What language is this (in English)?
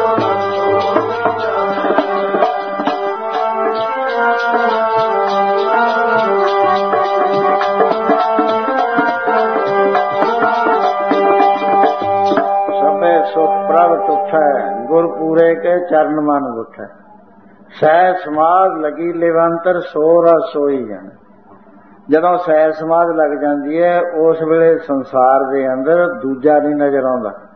Punjabi